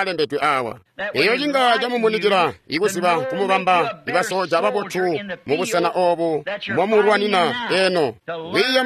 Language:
Tonga (Zambia)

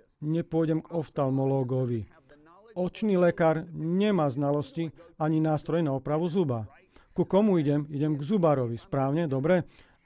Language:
Slovak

